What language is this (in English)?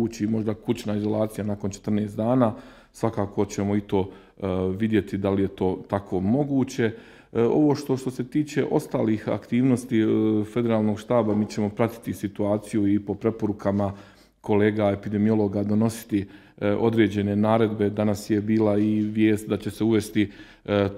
Bosnian